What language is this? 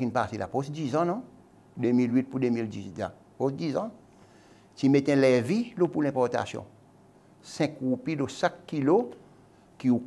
Seselwa Creole French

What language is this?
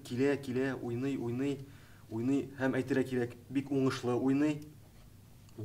Tatar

